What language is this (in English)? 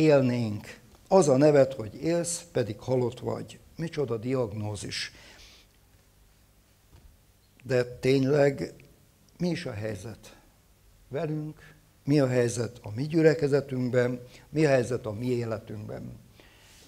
Hungarian